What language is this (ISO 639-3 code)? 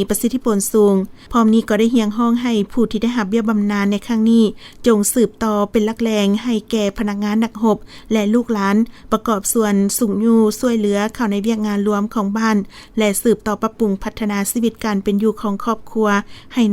lao